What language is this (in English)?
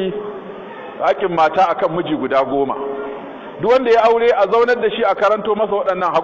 Hausa